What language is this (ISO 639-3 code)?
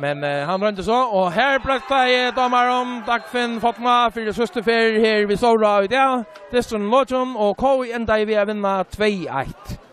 fao